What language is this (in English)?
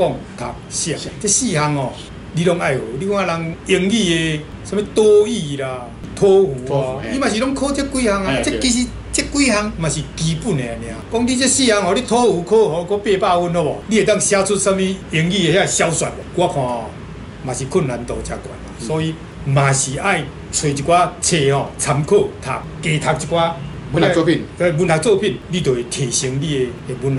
Min Nan Chinese